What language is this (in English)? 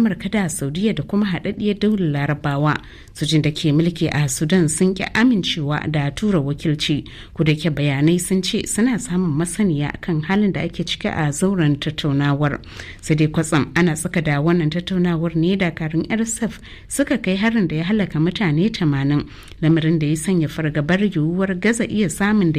Hausa